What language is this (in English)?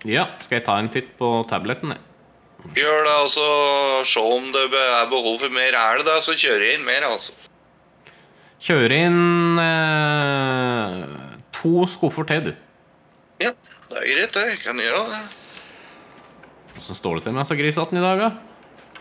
Norwegian